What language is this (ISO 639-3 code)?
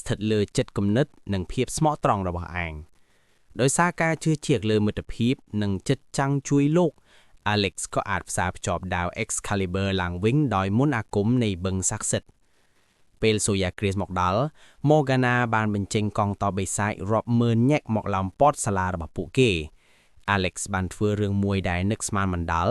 khm